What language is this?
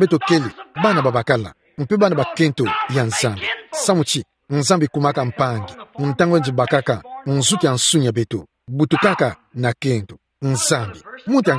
Kituba (Democratic Republic of Congo)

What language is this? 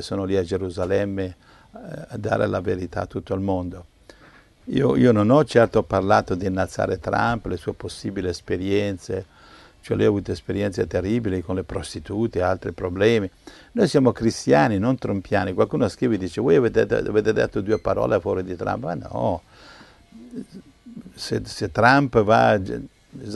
Italian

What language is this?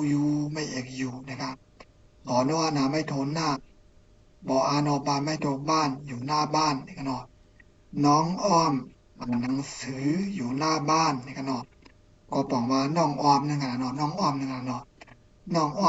Shan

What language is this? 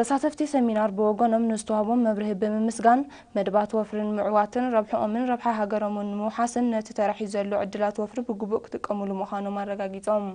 Tigrinya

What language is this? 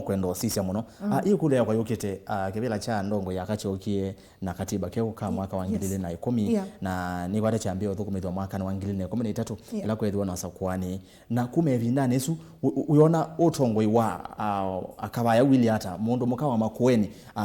Kamba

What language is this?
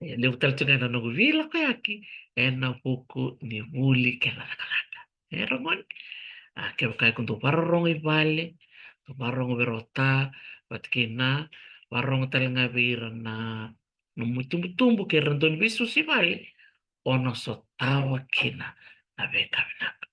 Fijian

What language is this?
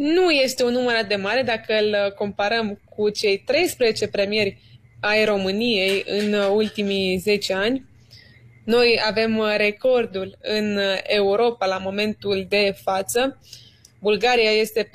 Romanian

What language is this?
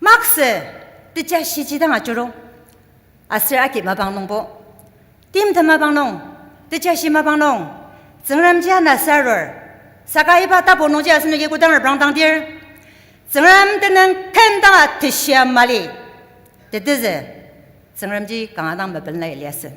Ao Naga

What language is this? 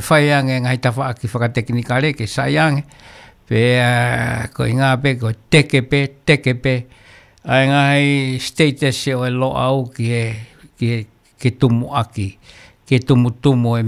Tongan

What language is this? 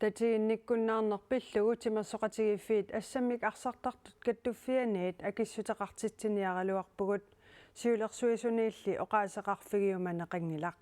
Kalaallisut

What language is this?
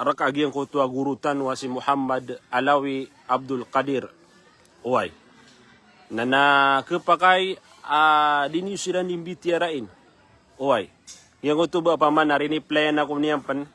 Maranao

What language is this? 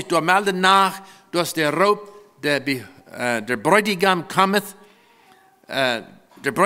Plautdietsch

